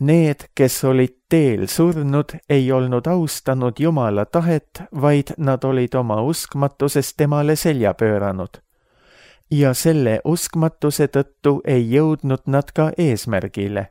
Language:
Estonian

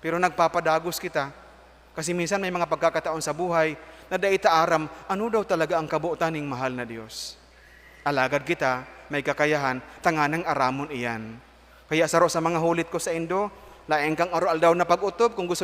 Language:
Bikol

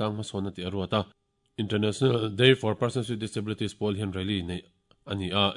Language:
Mizo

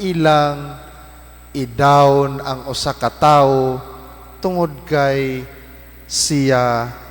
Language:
Cebuano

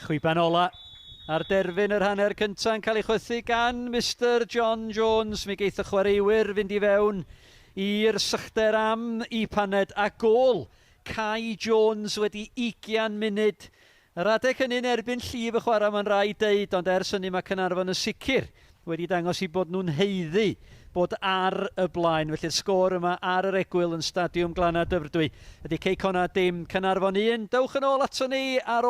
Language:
Welsh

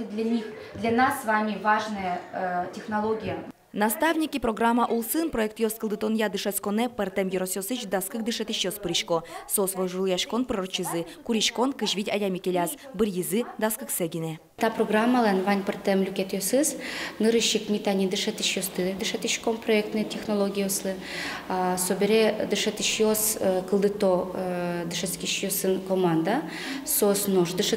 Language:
Udmurt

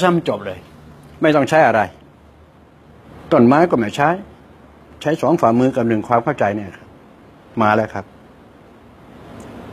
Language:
Thai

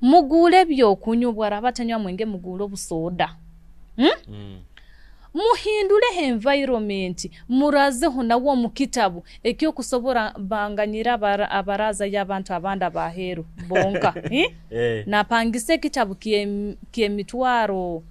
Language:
Nyoro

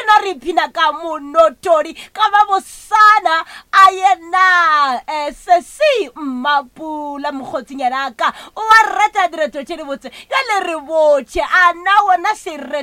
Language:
Northern Sotho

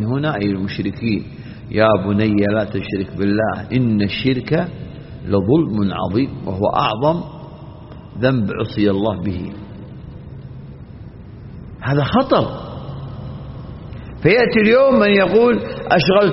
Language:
Arabic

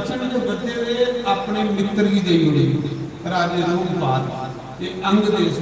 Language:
Dogri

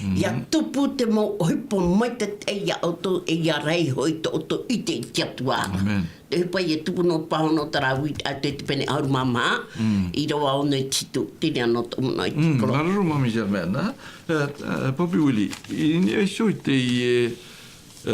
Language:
Tahitian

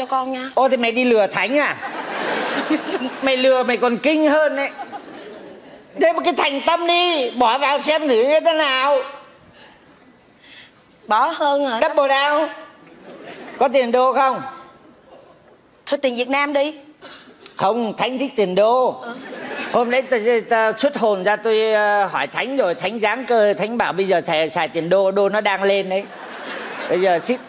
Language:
Vietnamese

